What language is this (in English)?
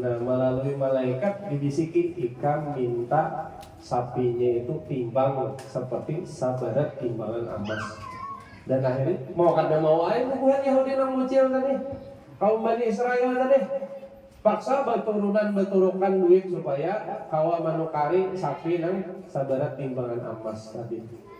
Banjar